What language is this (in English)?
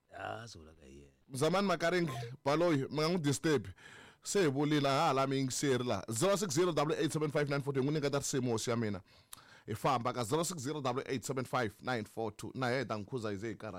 Tsonga